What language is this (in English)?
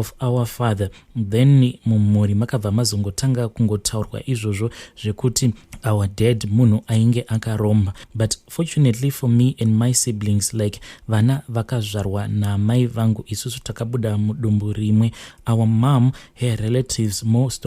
Shona